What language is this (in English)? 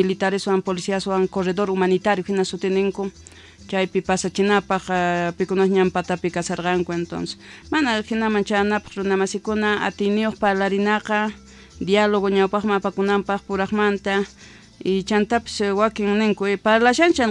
South Bolivian Quechua